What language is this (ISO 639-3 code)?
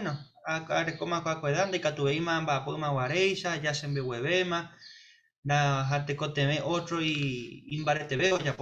grn